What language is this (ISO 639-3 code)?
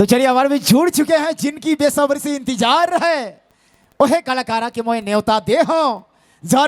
sck